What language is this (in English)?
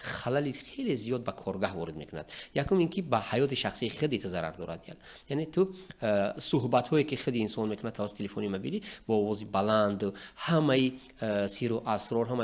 Tajik